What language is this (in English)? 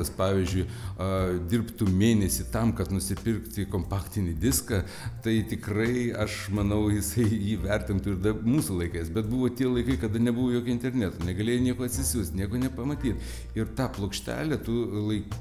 Lithuanian